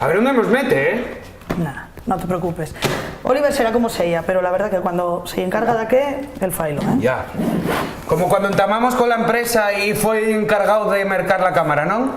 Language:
Asturian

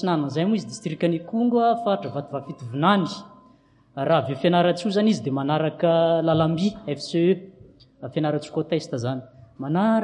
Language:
Malagasy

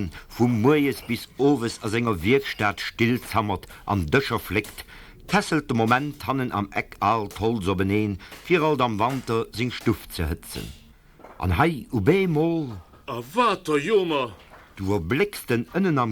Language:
Luxembourgish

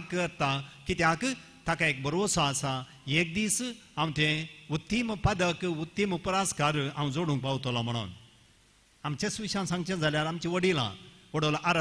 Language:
Konkani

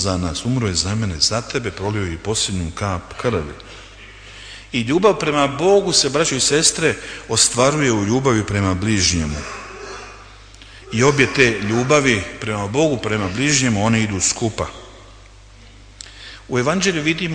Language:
Croatian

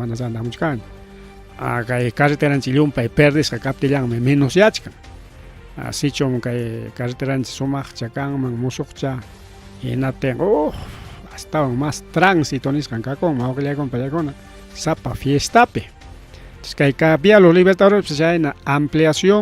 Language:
Ayacucho Quechua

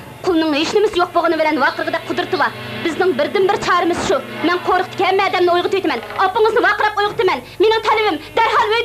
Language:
Uyghur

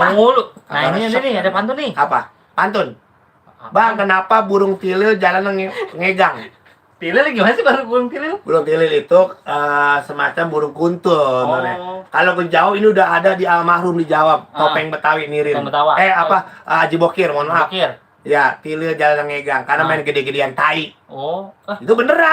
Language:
Betawi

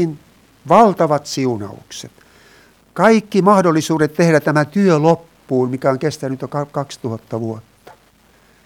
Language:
Finnish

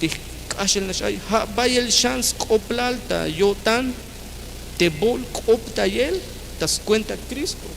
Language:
Tzeltal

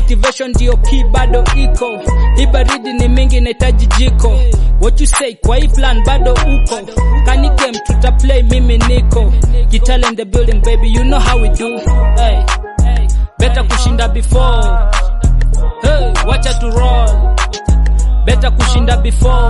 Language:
Swahili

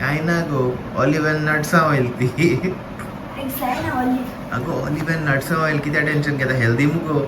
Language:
Konkani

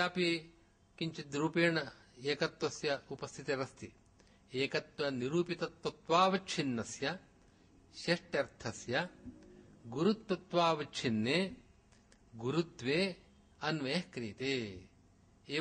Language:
Sanskrit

